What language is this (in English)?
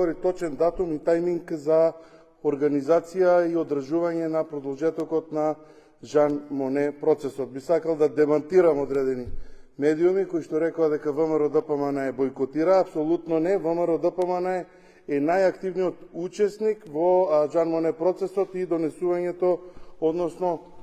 Macedonian